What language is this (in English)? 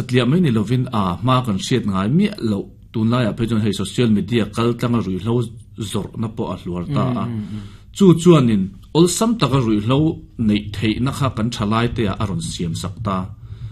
Mizo